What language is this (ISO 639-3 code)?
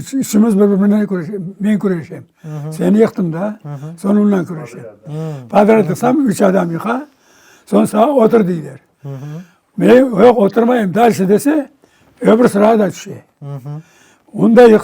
crh